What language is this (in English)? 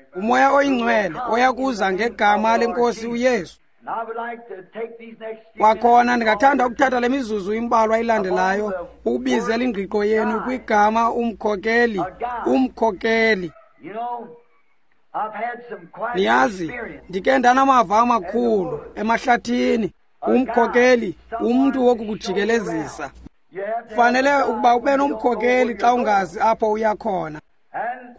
Xhosa